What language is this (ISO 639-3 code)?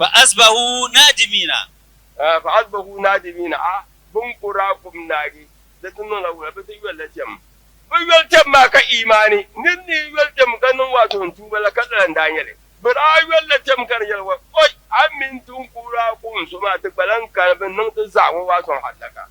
dag